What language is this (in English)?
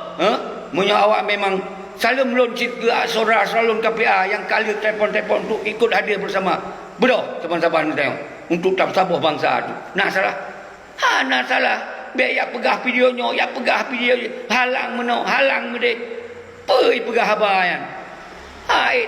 Achinese